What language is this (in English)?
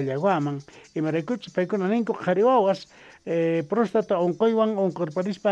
South Bolivian Quechua